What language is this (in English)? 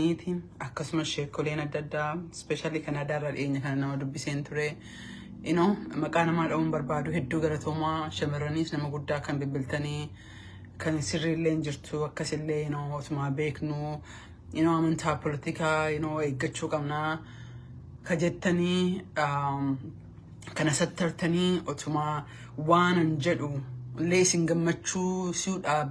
Oromo